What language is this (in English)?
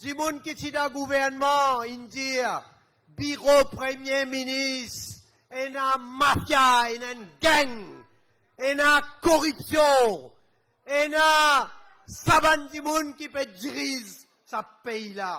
Morisyen